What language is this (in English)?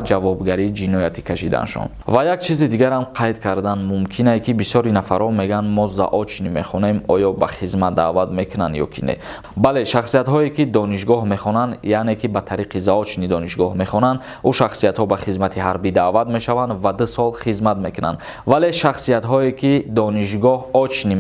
Tajik